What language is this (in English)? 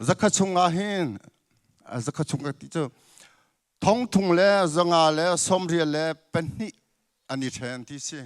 Hakha Chin